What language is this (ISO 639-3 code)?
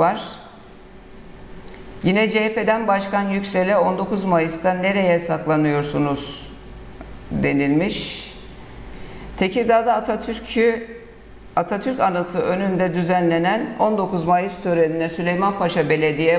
tur